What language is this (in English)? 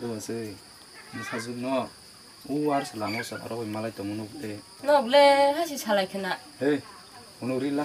Kok Borok